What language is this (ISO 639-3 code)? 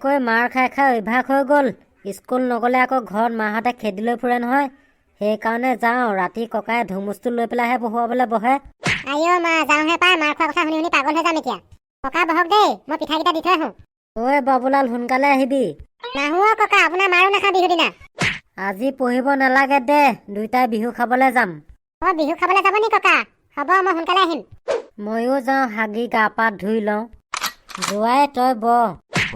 asm